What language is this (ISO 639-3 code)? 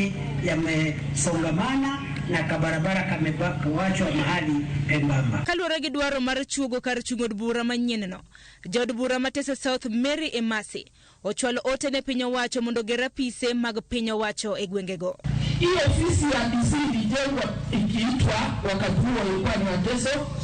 luo